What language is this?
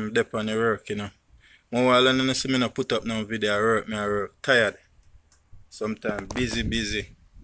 Jamaican Creole English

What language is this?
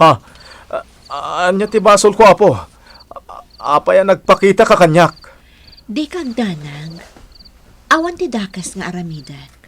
Iloko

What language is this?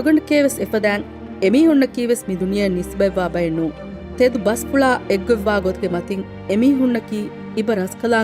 Divehi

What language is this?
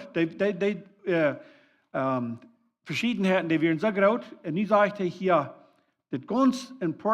Plautdietsch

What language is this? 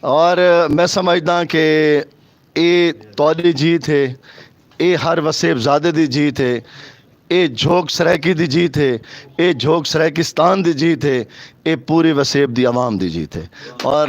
Saraiki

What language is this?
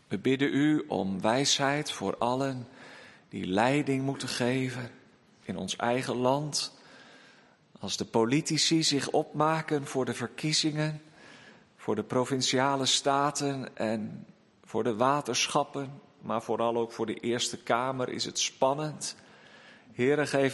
Dutch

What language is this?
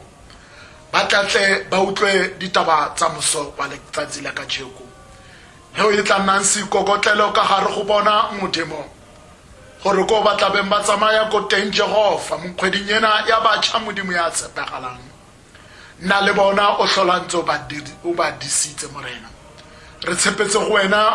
Tswana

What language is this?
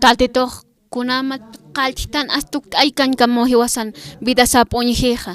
Aymara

